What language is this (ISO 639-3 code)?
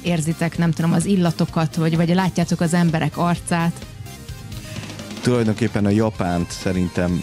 hun